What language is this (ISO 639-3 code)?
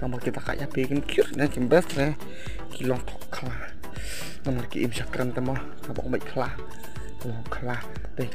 kha